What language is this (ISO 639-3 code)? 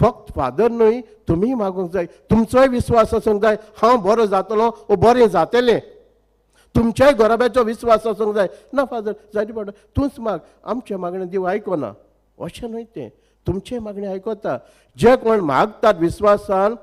kok